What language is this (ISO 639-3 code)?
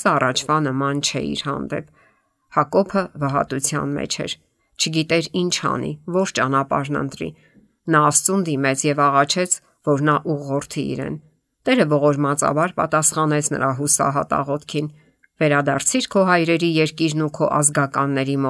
hye